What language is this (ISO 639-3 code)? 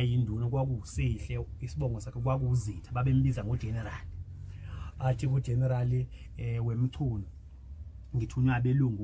zul